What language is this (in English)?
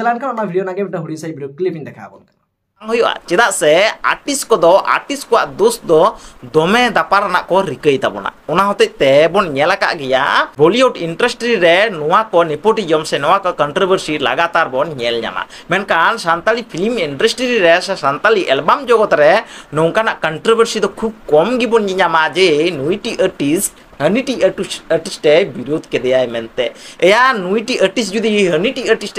Santali